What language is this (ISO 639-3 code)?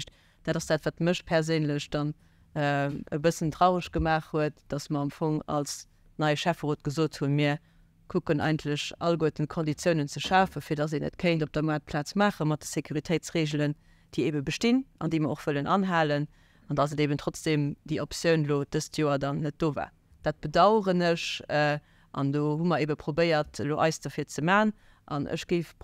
ltz